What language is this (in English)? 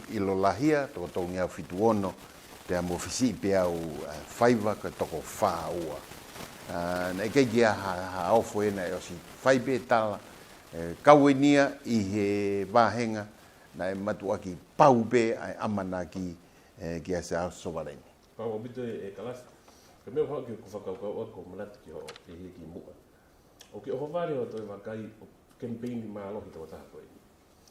Tongan